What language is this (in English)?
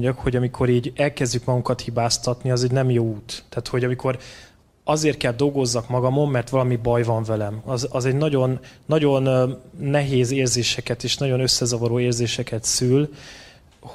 Hungarian